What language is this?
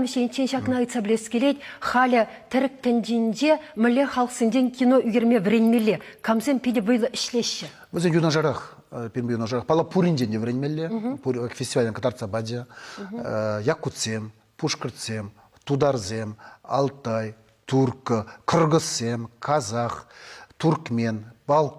Chuvash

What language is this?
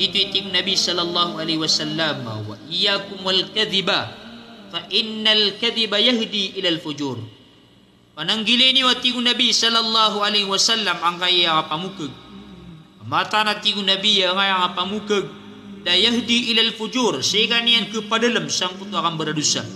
Maranao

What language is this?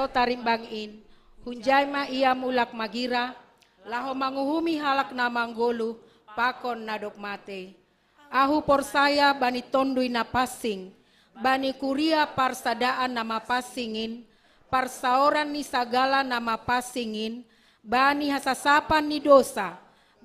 Batak Simalungun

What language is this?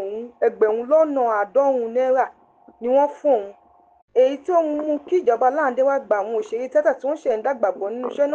Yoruba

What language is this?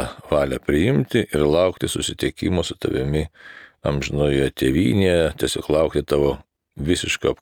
Lithuanian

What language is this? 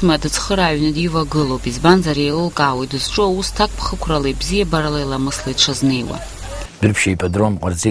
Abkhazian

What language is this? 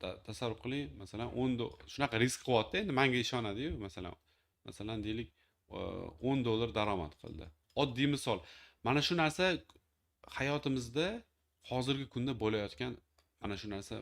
Uzbek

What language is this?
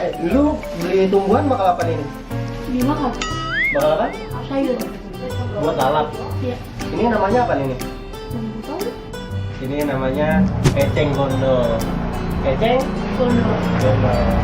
Betawi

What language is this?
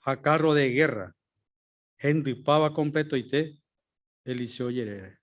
Guarani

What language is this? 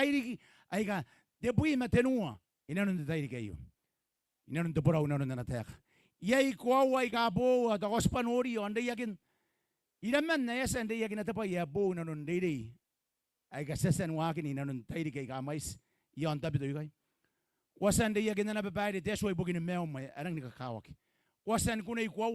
Gilbertese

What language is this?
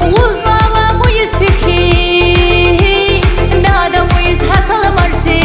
Tabassaran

